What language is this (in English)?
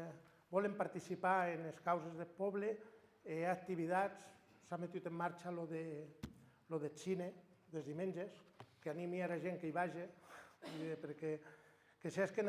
Occitan